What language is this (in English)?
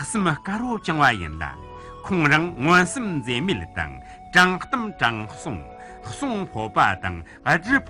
Tibetan